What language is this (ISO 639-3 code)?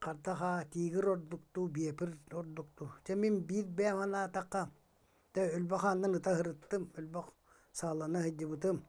sah